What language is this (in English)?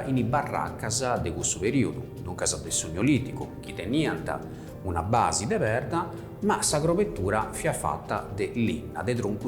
Sardinian